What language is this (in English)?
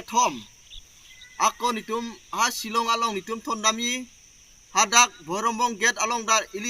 Karbi